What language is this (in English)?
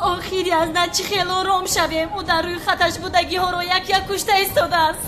Tajik